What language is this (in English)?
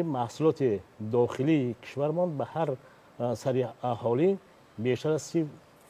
Tajik